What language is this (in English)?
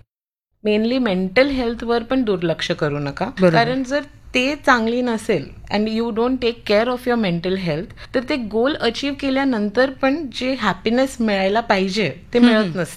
Marathi